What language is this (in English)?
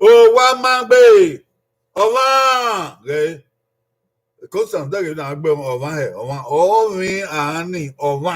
Bini